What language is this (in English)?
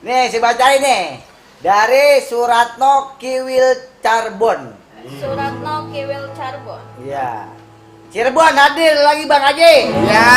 Betawi